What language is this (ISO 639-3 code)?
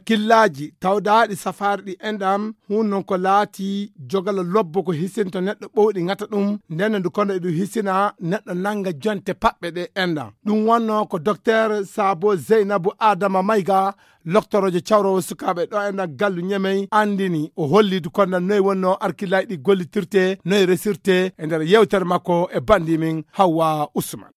ful